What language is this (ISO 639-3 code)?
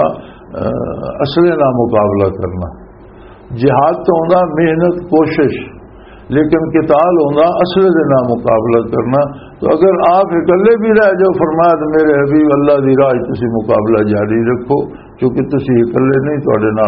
lah